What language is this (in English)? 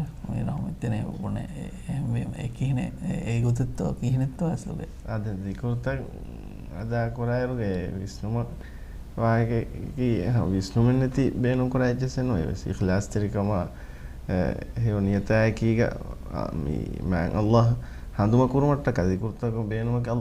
Divehi